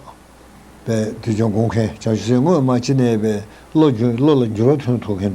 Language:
Tibetan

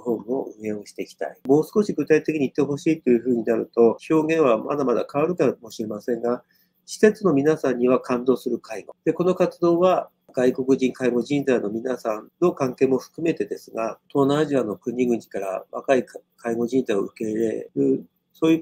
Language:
Japanese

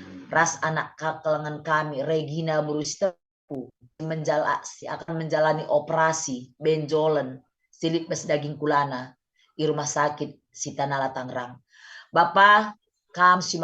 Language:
Batak Karo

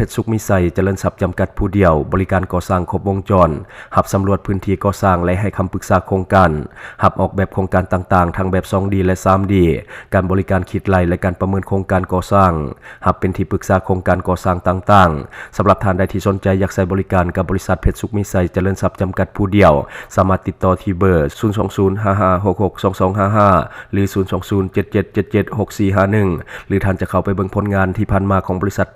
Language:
Lao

